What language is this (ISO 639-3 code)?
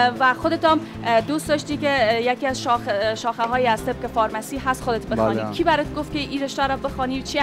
fas